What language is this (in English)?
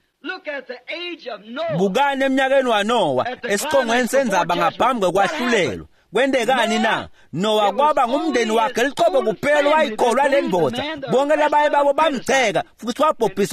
Swati